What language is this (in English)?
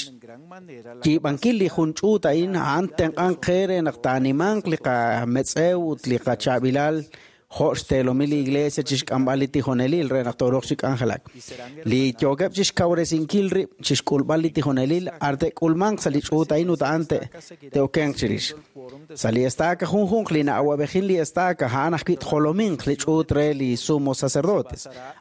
Kekchí